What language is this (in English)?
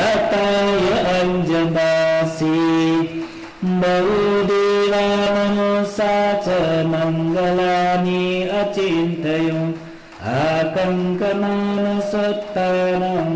Newari